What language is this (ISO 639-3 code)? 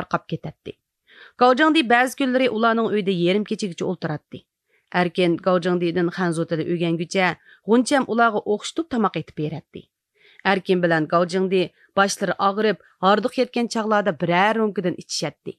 uig